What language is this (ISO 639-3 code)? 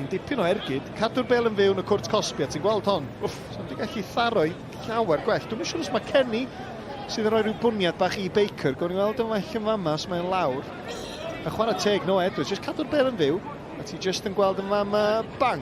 cym